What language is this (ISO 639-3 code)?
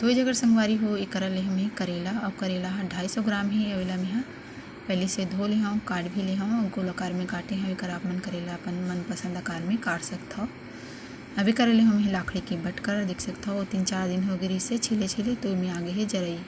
hne